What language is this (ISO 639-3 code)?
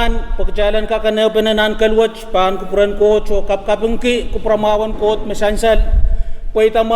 pon